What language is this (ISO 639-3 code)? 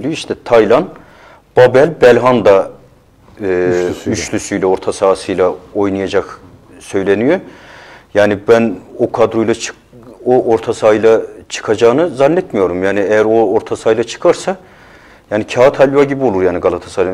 tur